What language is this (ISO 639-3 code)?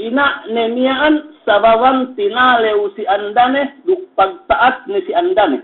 yka